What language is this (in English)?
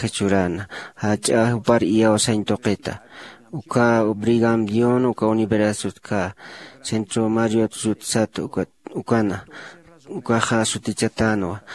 Aymara